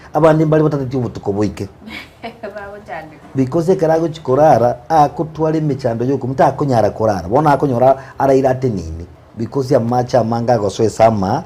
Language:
Gusii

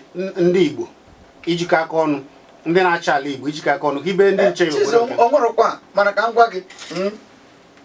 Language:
Igbo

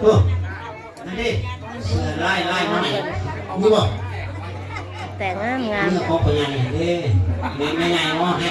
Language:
Northeastern Thai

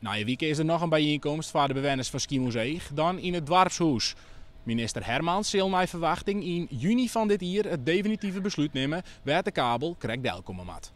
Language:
Western Frisian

